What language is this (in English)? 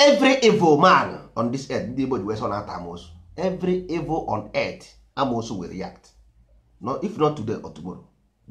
Igbo